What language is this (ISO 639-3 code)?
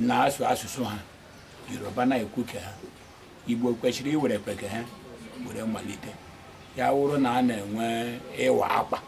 ibo